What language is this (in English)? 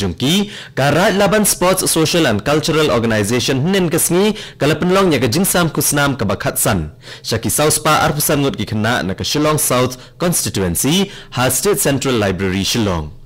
Khasi